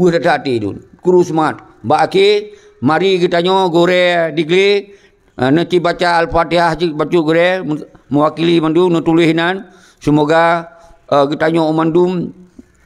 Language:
Achinese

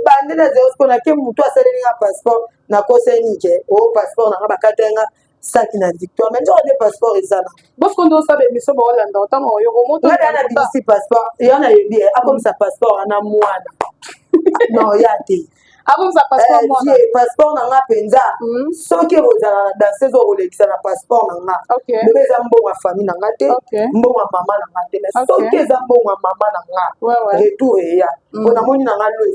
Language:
Lingala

